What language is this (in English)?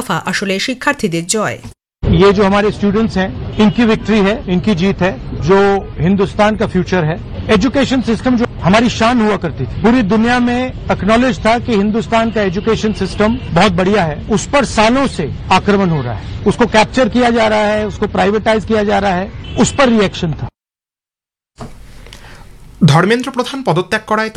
Bangla